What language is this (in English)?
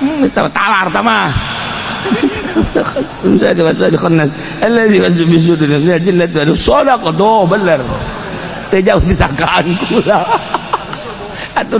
Sundanese